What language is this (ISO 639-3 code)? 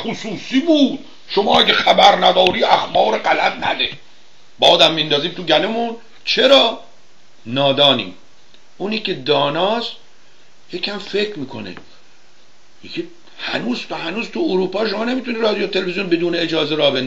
fas